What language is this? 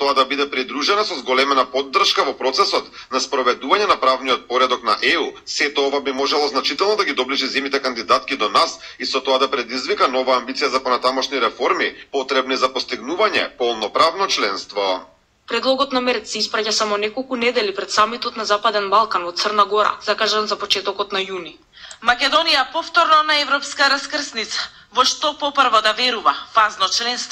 Macedonian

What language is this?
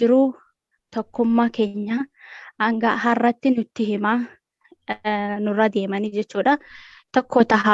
Oromo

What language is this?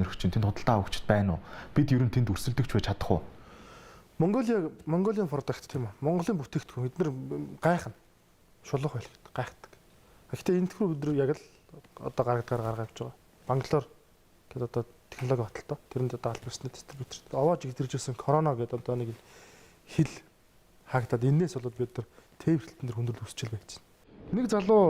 Mongolian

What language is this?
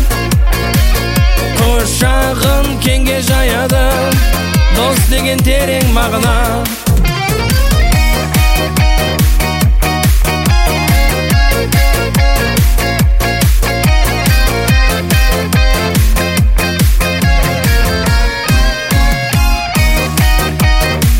Kazakh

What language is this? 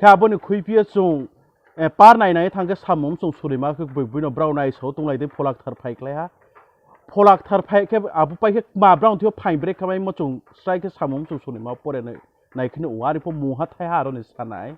Riang (India)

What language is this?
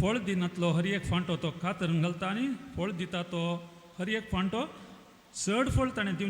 Konkani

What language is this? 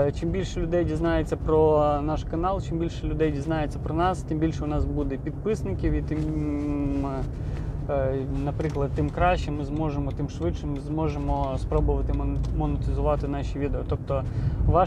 Ukrainian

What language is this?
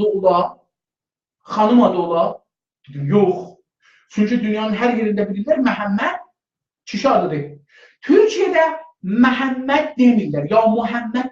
South Azerbaijani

